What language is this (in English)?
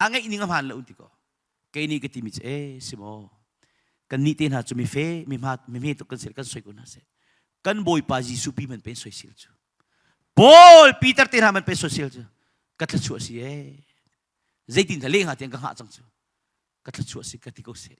Hakha Chin